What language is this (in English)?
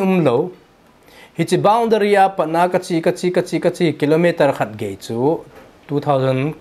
Thado Chin